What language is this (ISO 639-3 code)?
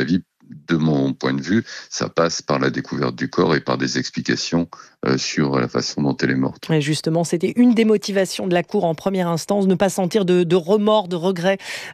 fra